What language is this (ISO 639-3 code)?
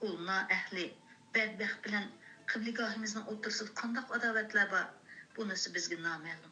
uig